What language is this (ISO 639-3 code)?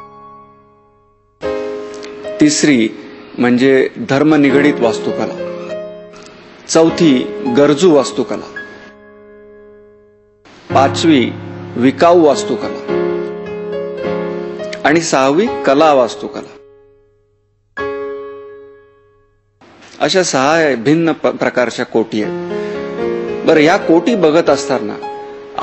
mar